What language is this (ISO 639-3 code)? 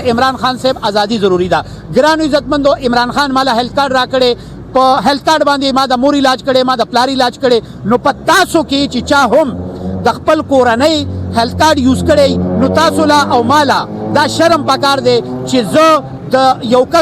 pus